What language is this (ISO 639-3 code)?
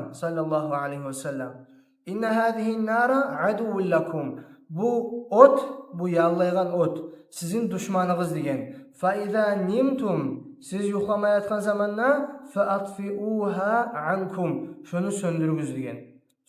kum